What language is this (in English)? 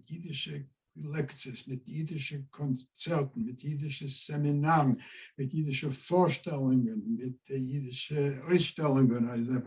Yiddish